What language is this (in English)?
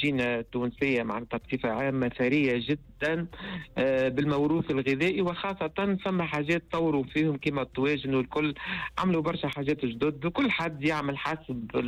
Tunisian Arabic